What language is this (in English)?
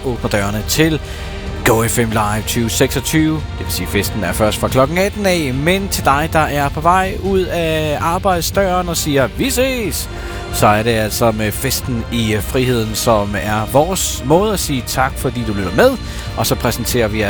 Danish